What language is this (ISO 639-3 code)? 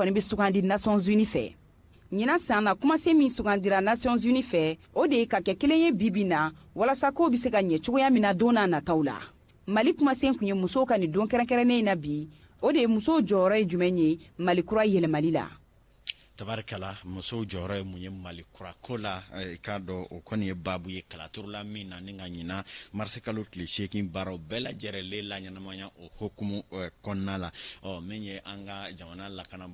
bam